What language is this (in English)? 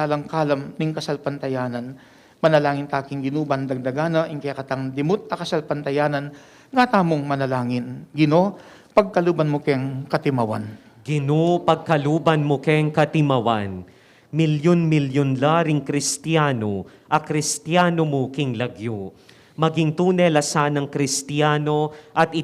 Pampanga